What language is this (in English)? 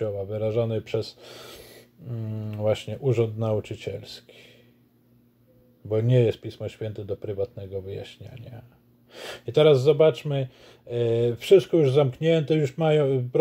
Polish